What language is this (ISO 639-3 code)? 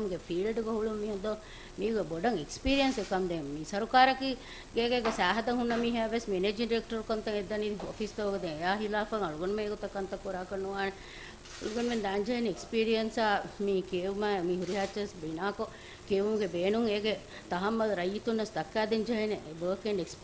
div